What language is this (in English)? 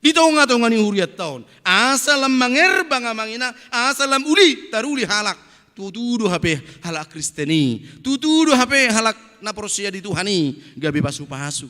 Batak Toba